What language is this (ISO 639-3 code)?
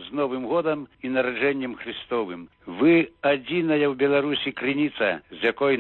bel